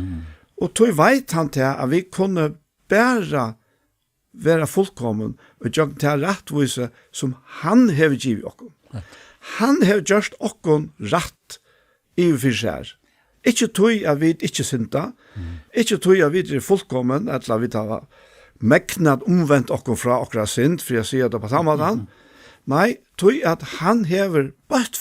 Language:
Faroese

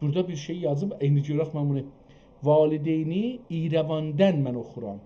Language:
South Azerbaijani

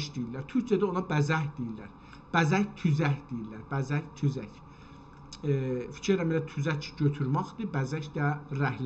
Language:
South Azerbaijani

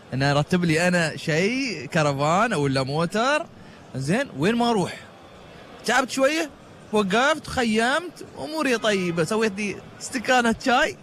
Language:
Gulf Arabic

